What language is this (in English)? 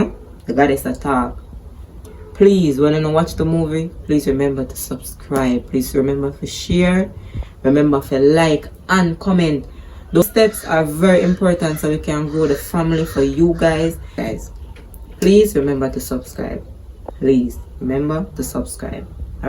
Jamaican Creole English